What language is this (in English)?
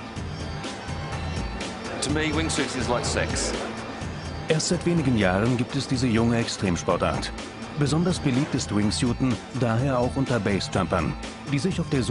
German